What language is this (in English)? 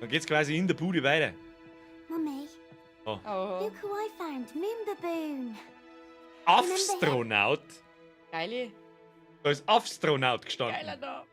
Bavarian